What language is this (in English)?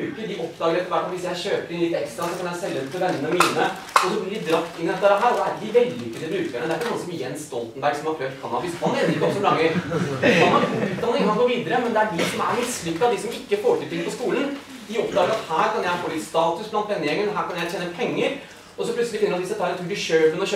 Norwegian